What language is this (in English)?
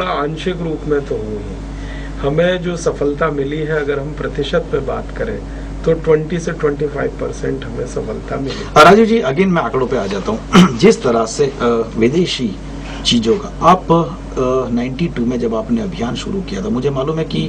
Hindi